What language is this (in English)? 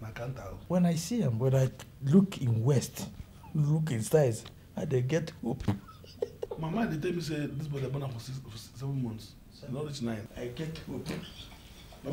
Nigerian Pidgin